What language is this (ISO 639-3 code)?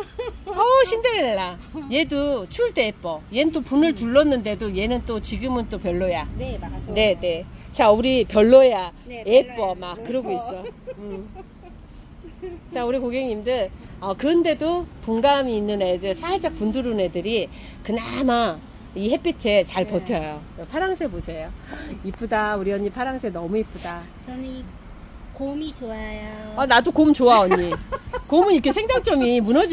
kor